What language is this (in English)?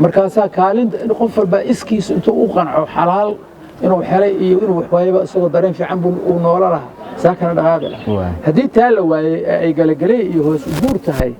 Somali